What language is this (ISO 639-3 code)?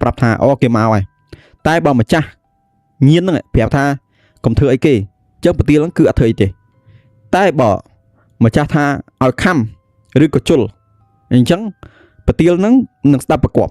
khm